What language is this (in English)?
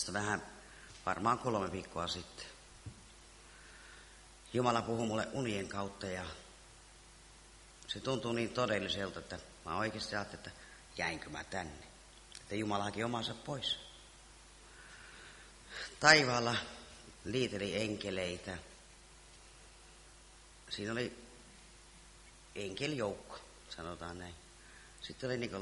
Finnish